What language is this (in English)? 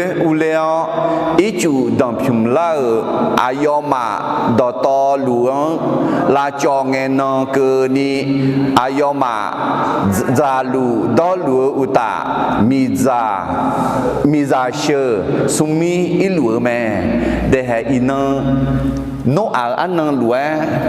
Akha